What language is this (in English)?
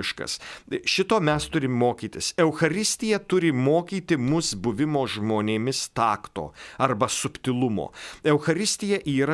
Lithuanian